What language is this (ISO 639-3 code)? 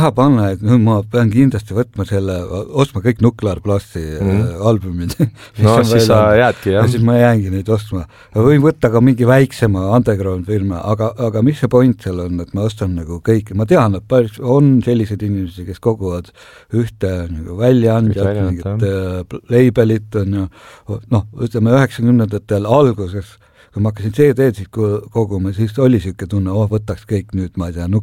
est